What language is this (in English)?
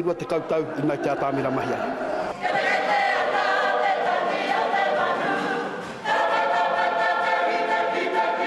Māori